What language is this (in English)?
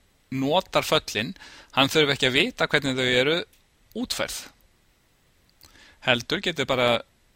Icelandic